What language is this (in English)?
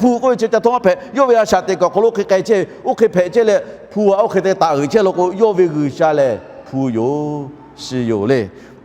Lahu